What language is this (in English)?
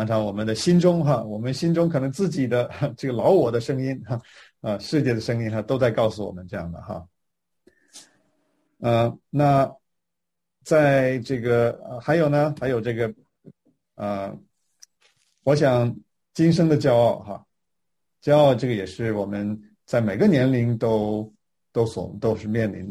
Chinese